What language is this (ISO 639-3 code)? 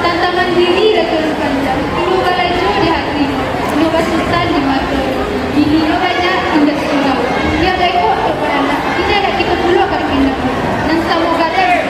min